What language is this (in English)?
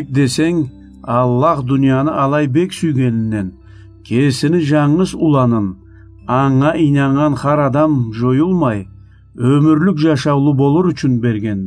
Karachay-Balkar